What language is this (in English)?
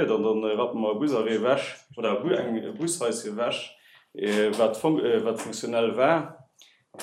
Luxembourgish